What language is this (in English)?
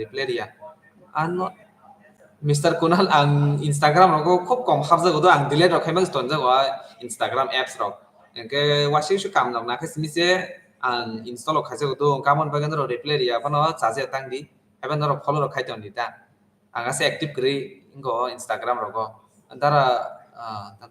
Kok Borok